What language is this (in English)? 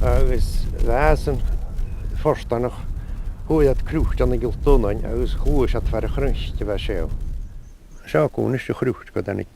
Scottish Gaelic